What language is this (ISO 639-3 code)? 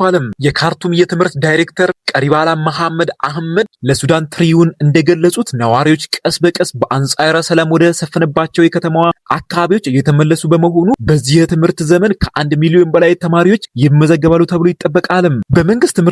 amh